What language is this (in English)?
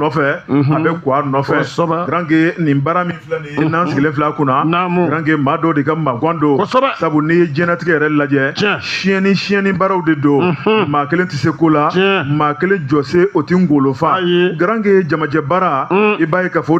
Bambara